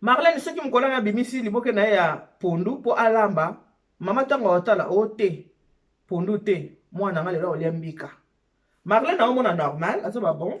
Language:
Lingala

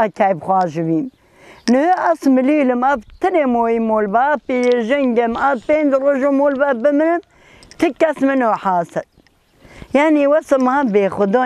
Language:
Kurdish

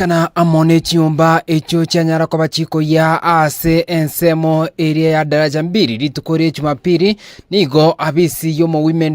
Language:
Gusii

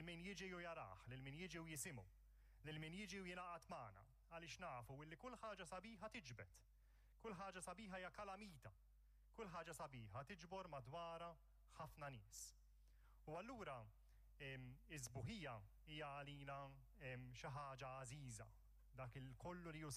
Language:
Maltese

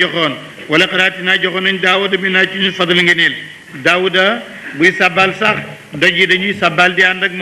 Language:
Wolof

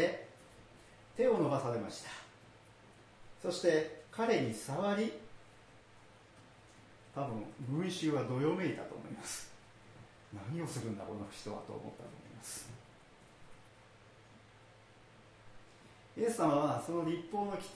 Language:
Japanese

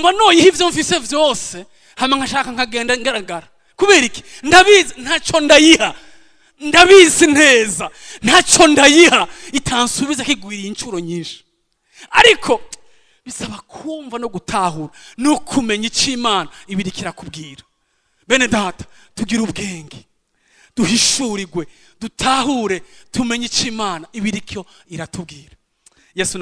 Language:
Rundi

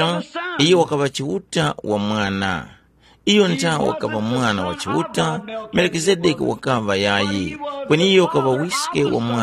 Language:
Tumbuka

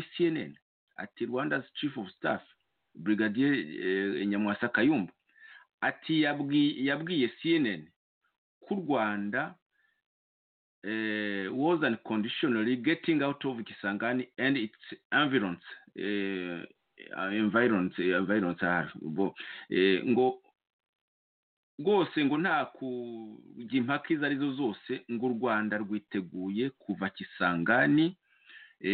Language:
Kinyarwanda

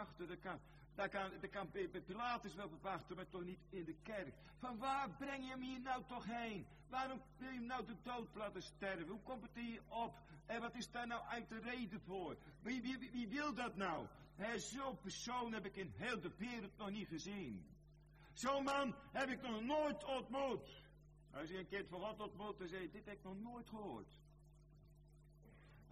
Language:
Dutch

